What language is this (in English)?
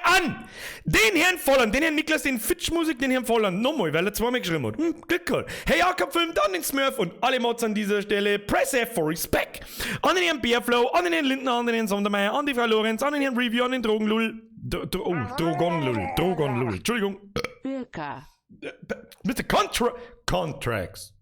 Bavarian